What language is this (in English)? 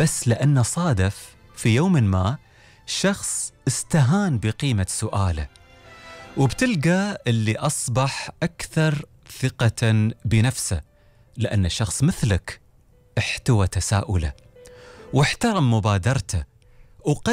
Gulf Arabic